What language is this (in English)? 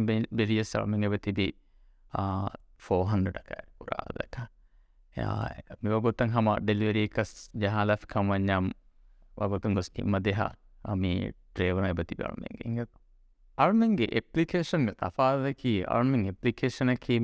Divehi